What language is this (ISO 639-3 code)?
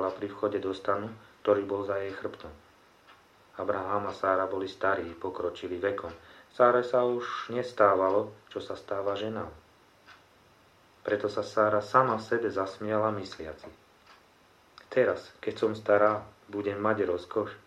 slk